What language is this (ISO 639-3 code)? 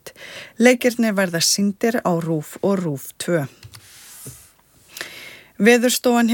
isl